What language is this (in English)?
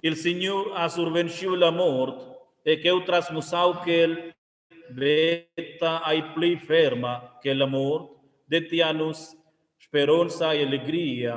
Romansh